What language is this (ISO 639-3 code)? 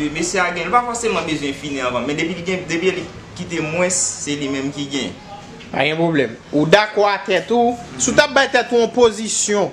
hat